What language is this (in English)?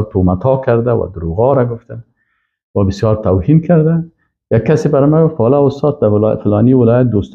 Persian